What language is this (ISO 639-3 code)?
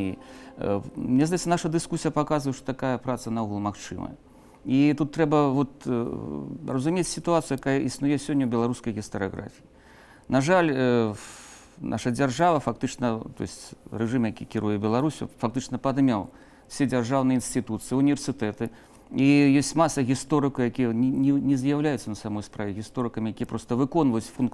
bel